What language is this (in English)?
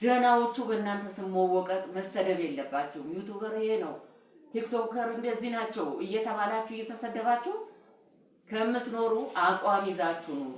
Amharic